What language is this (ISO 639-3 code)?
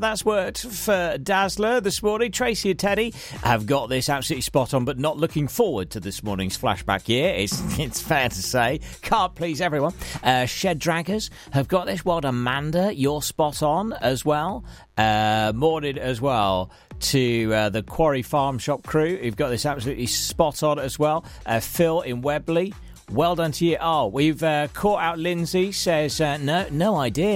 eng